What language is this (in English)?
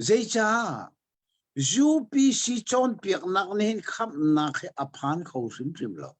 Hakha Chin